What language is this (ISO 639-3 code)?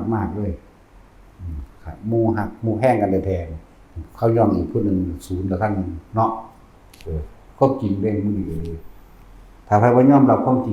tts